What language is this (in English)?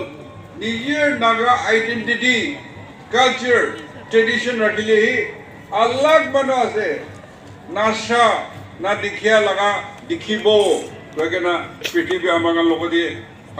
Naga Pidgin